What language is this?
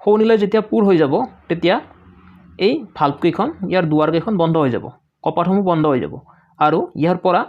Assamese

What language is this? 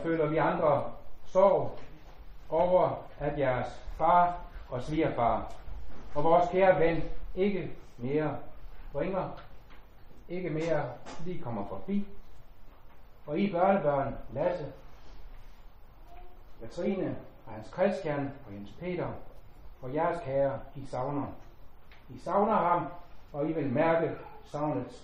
Danish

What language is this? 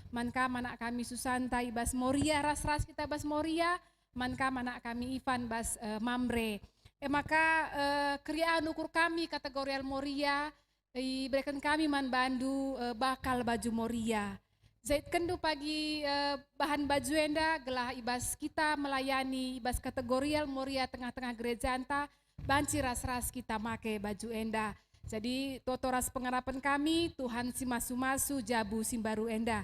Batak Karo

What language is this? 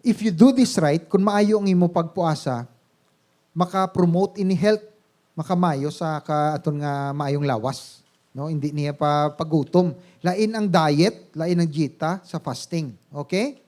Hiligaynon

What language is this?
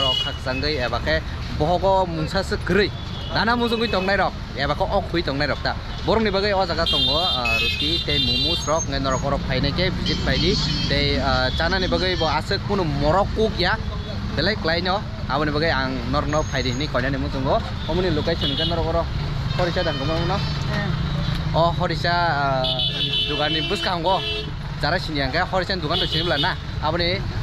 Kok Borok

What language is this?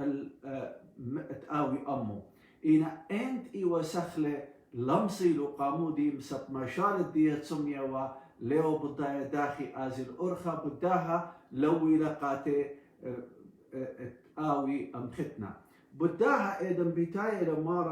Assyrian Neo-Aramaic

